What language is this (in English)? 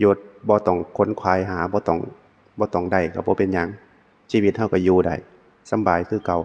Northeastern Thai